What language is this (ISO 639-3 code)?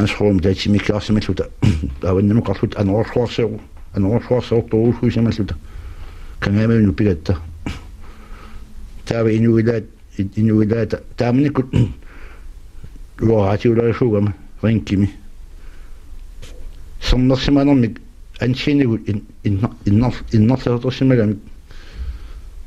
kal